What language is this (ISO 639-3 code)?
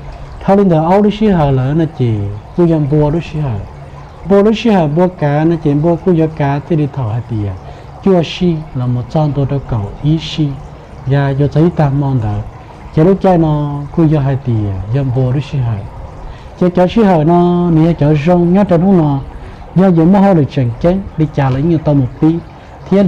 hmn